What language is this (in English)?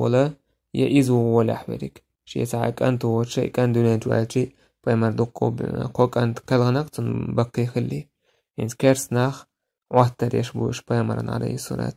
Chechen